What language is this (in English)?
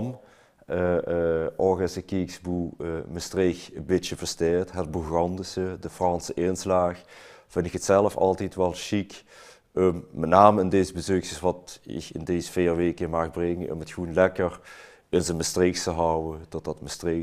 Limburgish